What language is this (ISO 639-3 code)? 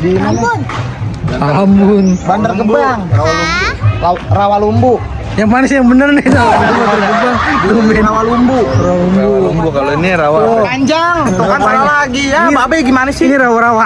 bew